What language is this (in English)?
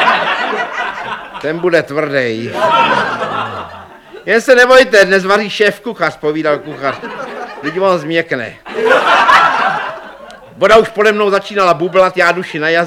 Czech